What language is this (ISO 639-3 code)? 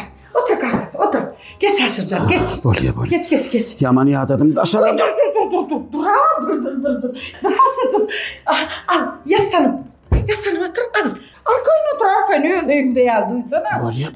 tuk